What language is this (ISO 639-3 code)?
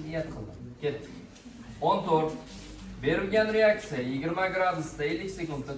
uzb